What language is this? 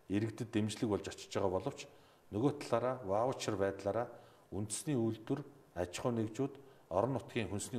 Mongolian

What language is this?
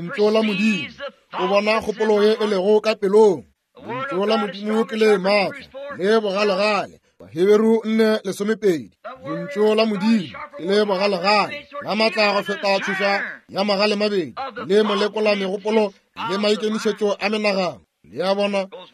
Northern Sotho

